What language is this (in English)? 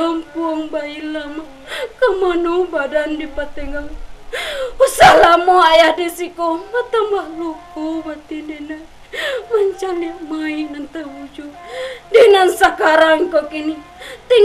Minangkabau